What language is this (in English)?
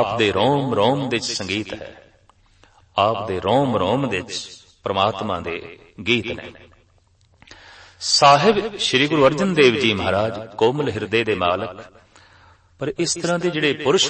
Punjabi